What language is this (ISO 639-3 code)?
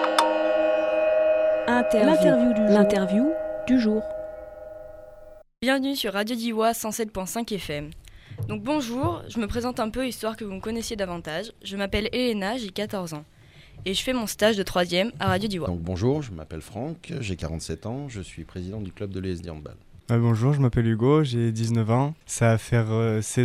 fra